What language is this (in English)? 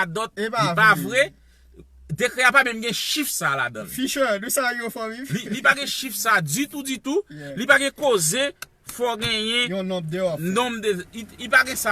Haitian Creole